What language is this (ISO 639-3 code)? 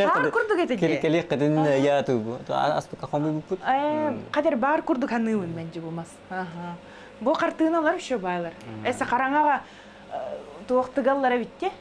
sah